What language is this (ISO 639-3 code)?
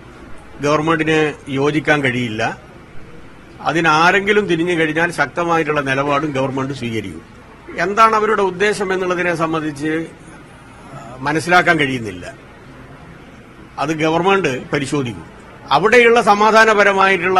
mal